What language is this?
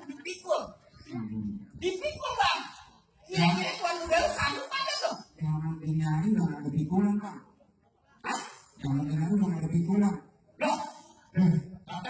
Betawi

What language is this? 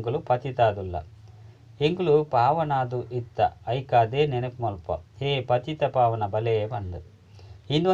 Tulu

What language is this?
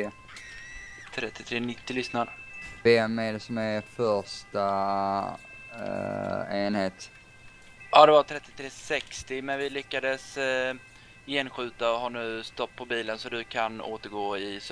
Swedish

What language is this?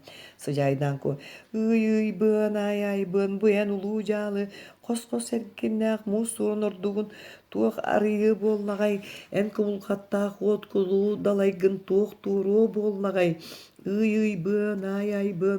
Yakut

